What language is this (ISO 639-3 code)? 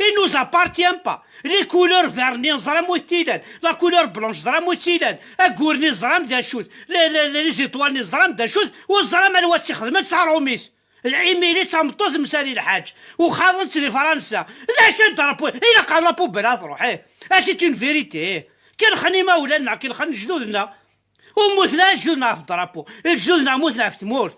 kab